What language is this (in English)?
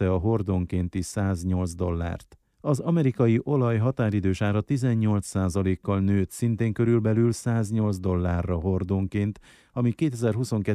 Hungarian